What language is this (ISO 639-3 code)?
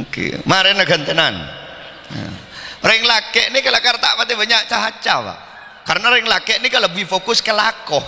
mad